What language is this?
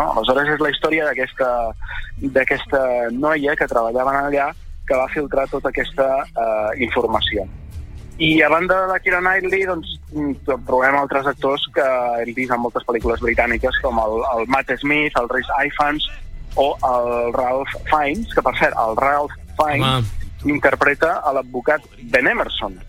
Catalan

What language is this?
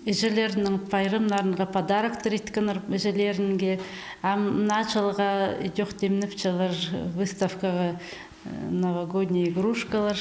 Khakas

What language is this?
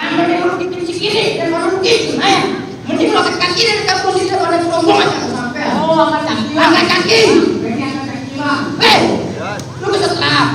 Betawi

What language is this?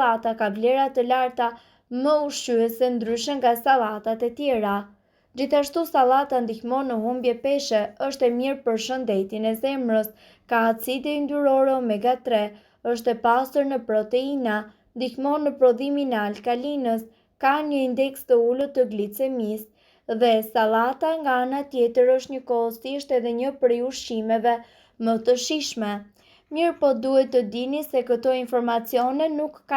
Albanian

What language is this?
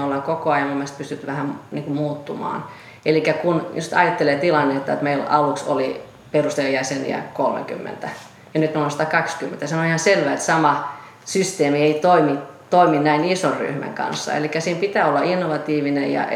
Finnish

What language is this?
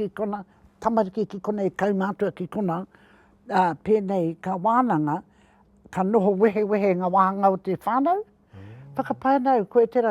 Māori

